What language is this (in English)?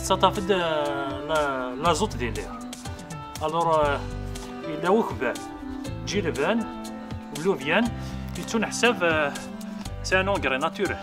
Kabyle